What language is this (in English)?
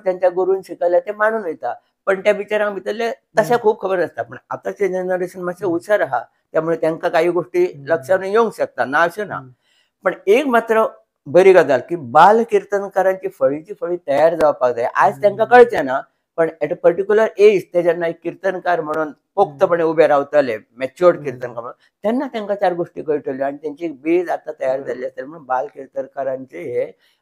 Konkani